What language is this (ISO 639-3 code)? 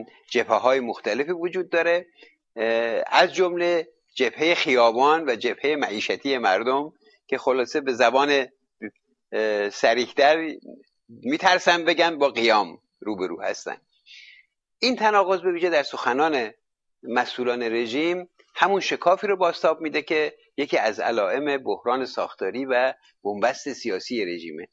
fas